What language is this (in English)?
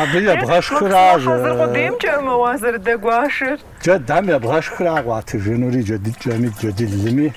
Kabardian